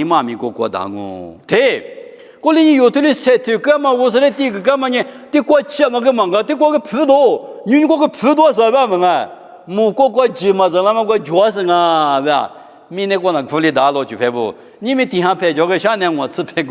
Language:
Lisu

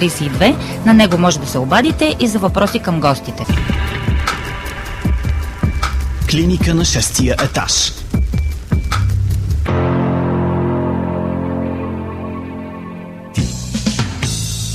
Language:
Bulgarian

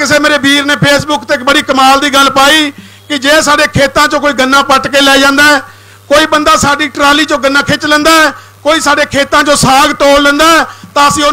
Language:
Punjabi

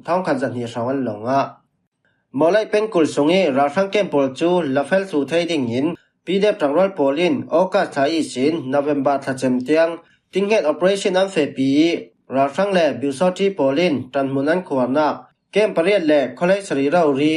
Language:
Falam Chin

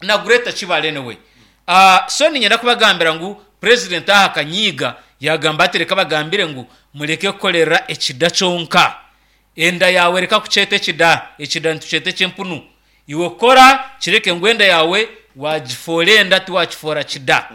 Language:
Nyankole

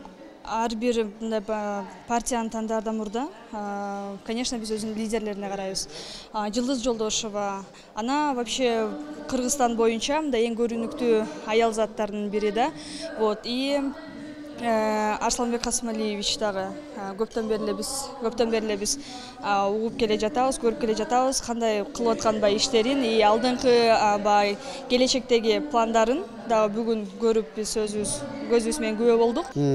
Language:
Kyrgyz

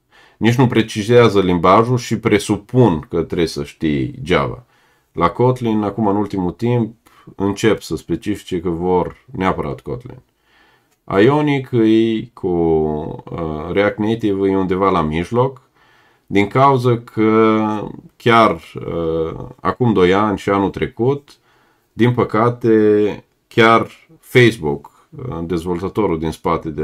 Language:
Romanian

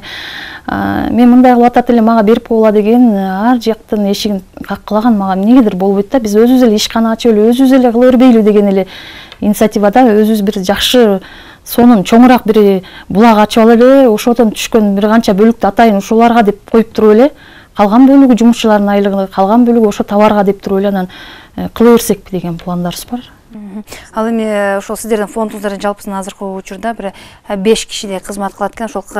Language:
Kyrgyz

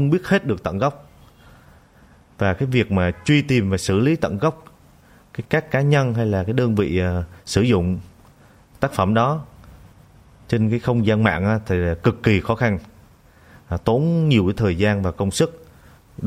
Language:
Vietnamese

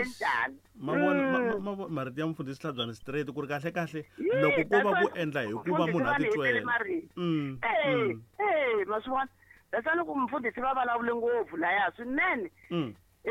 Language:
Tsonga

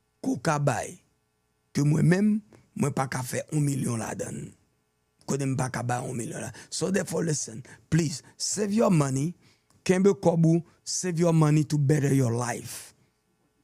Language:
Haitian Creole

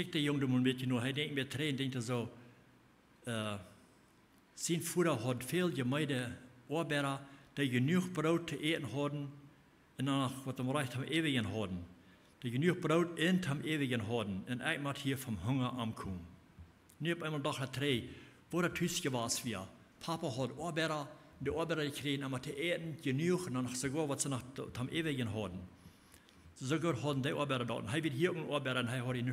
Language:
Plautdietsch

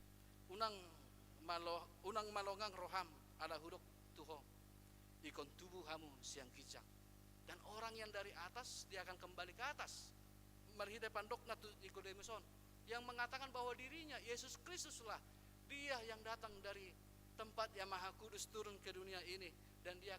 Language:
Batak Toba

